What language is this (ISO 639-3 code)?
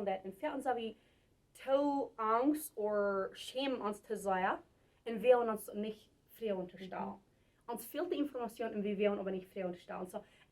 pdt